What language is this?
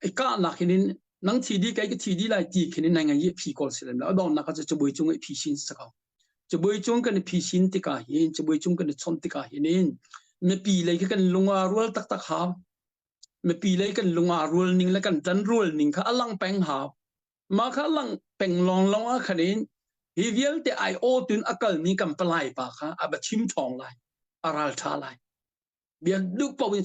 Hakha Chin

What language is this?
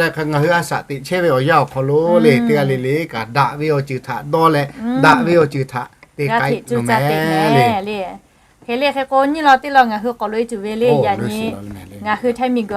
Lahu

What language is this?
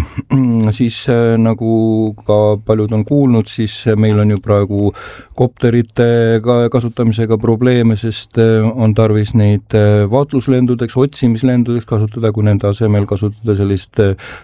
Estonian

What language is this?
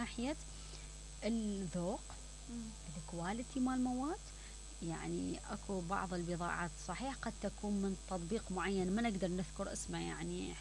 Mesopotamian Arabic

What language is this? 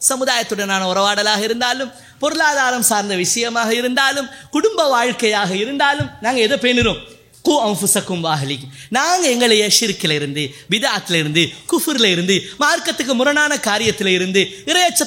Tamil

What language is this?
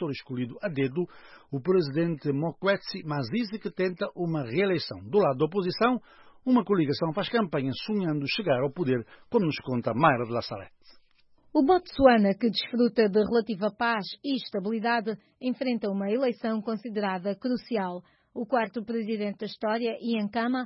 Portuguese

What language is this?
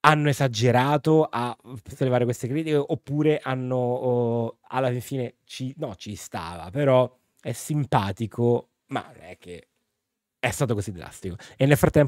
Italian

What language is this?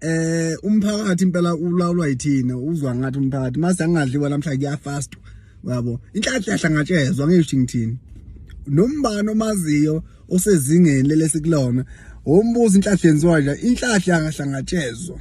Zulu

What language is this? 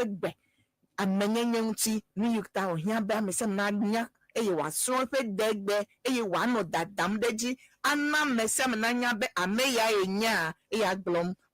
Ewe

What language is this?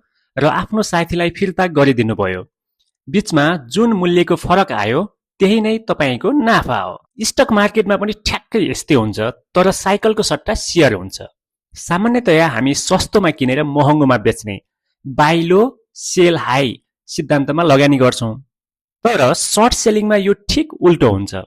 Nepali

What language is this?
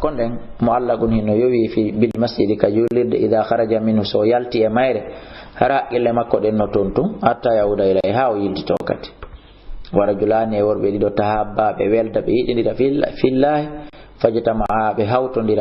Fula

